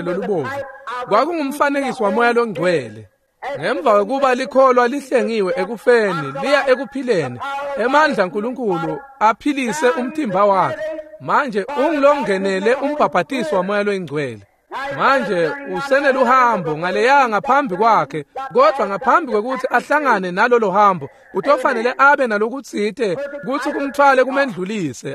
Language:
Swati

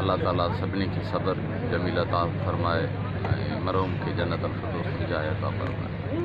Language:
Sindhi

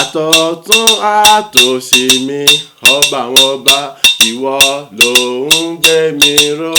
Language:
Yoruba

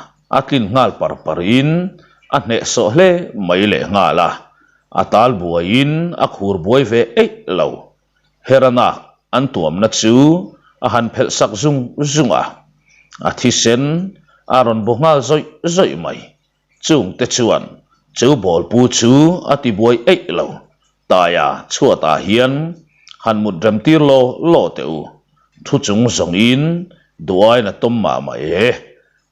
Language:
Mizo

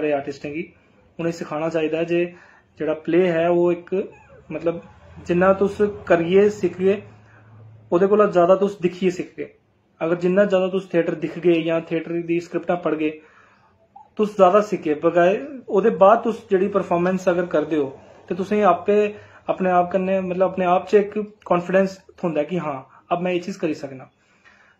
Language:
Dogri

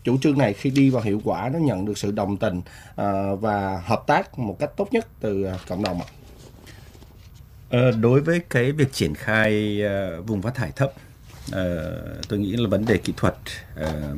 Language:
Vietnamese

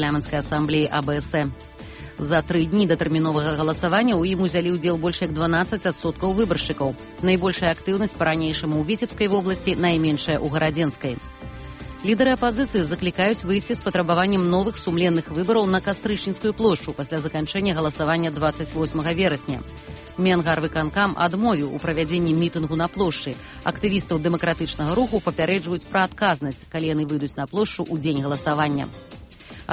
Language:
Belarusian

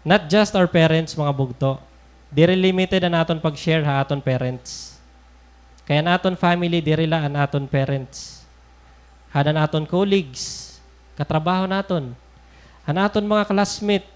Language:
Waray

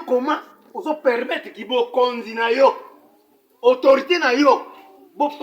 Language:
Lingala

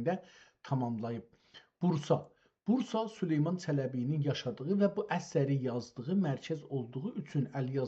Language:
South Azerbaijani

